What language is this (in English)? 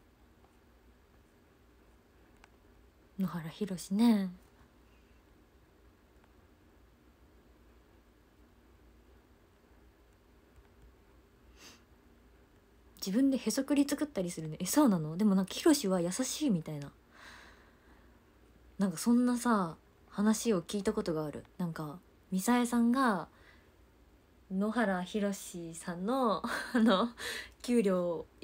Japanese